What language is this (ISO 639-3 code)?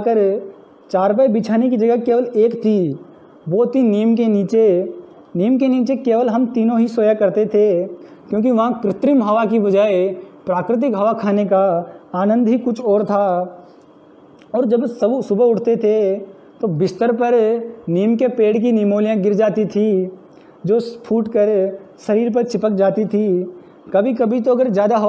hin